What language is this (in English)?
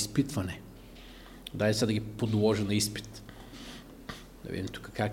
Bulgarian